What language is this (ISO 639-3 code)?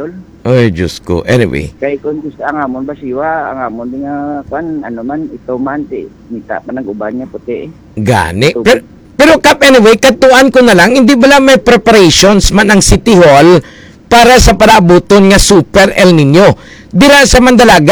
hil